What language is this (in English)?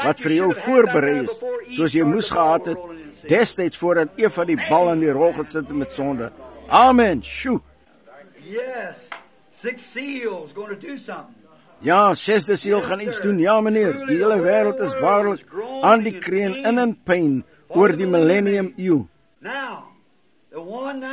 Afrikaans